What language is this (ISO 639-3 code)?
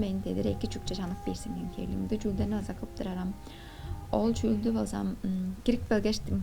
tyv